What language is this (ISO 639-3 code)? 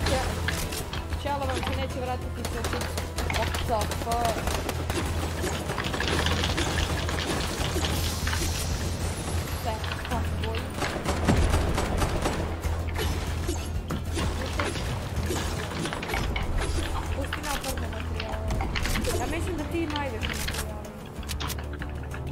hrv